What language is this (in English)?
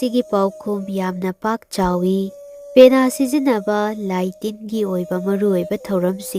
Manipuri